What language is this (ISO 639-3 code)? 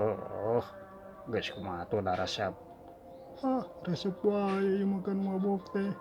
sun